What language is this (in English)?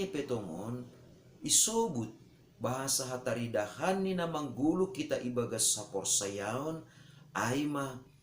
Batak Simalungun